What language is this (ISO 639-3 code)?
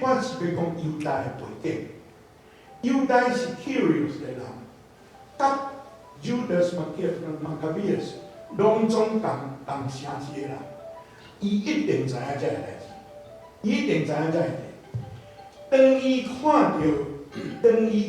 nan